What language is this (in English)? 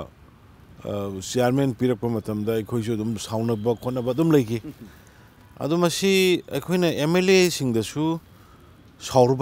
Manipuri